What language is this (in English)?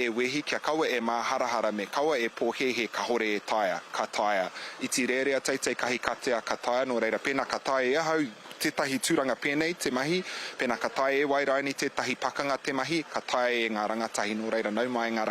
Māori